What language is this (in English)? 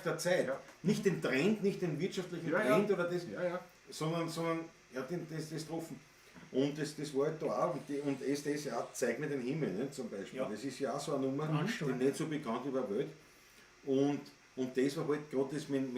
Bavarian